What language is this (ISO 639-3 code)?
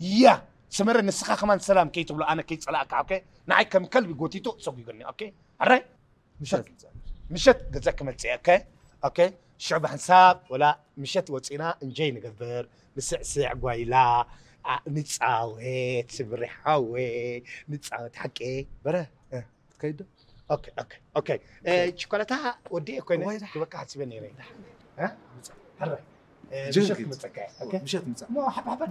tir